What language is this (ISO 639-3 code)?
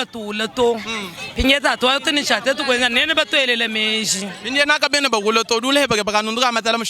lua